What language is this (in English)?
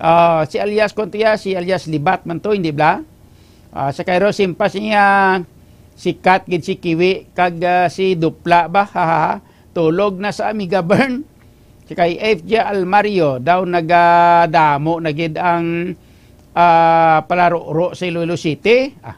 Hiligaynon